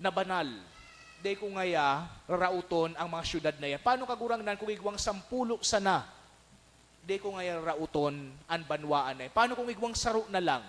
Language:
Bikol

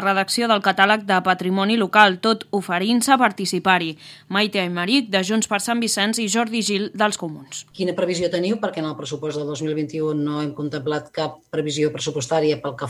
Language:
Catalan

